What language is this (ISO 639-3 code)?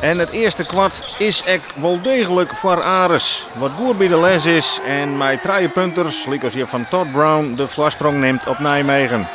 fry